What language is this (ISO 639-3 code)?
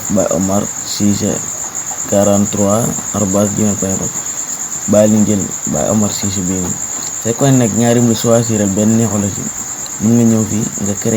wol